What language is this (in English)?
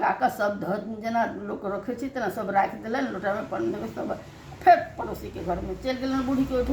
Maithili